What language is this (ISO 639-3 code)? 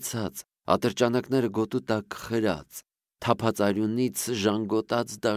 hye